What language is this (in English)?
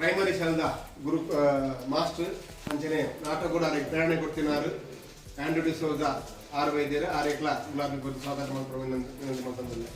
Tulu